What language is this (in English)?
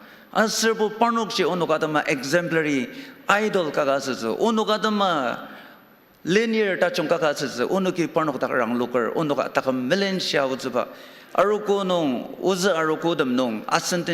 Ao Naga